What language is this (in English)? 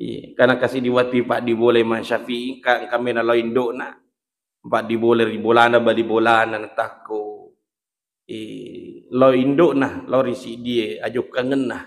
Buginese